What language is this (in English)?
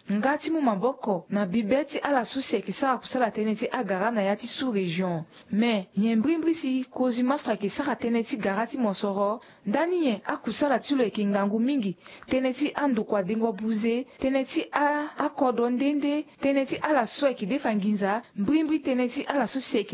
Sango